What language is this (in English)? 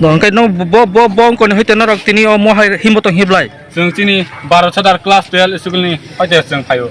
Kok Borok